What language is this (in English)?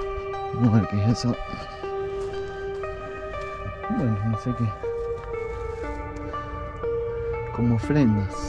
Spanish